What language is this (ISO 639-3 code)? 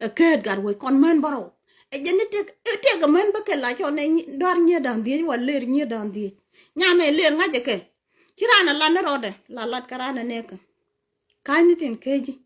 nus